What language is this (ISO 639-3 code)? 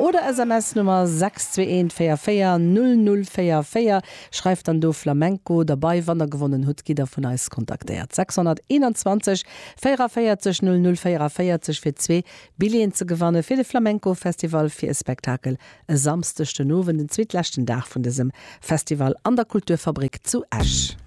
ltz